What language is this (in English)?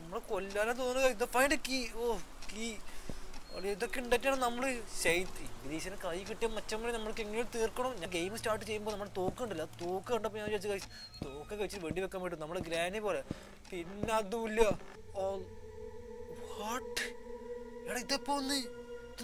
Malayalam